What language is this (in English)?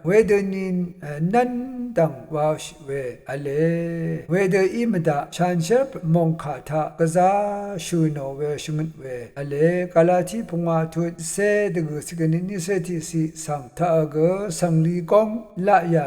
Rawang